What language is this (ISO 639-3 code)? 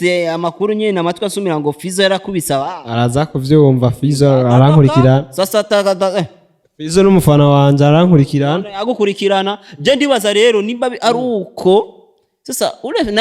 run